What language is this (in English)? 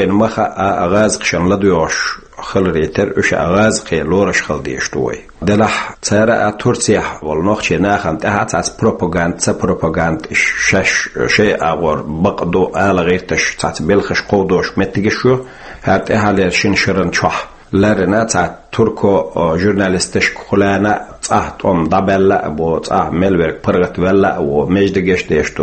Chechen